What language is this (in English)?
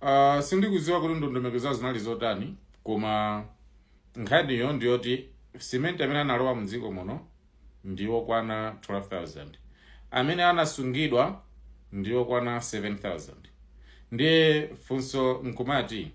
Nyanja